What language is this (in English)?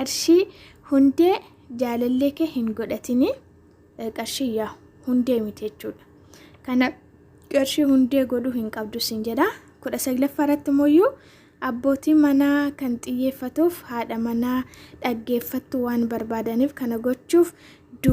Oromo